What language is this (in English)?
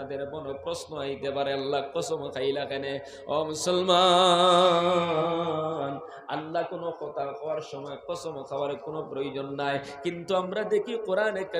Sylheti